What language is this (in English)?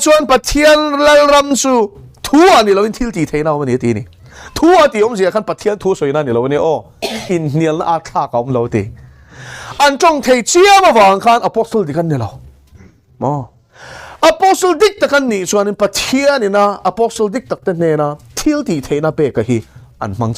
Mizo